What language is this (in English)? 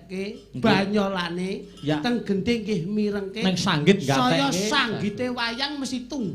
Javanese